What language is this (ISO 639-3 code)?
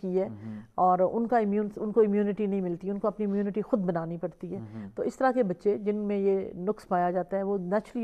urd